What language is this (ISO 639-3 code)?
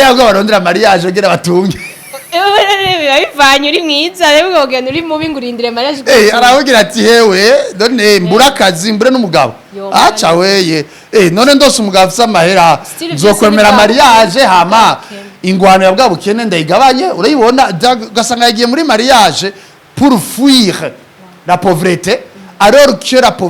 run